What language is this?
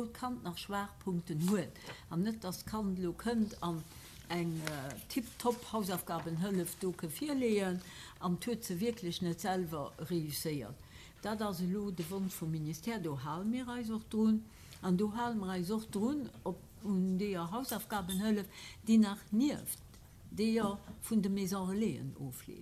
Luxembourgish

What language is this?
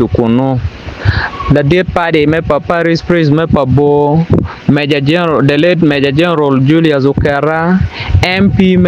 Acoli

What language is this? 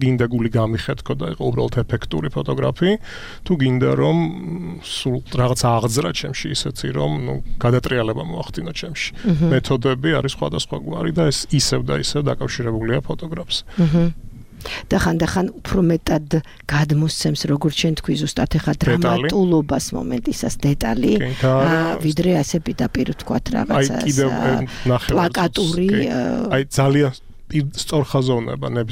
Georgian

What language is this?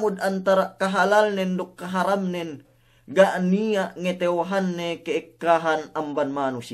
Yakan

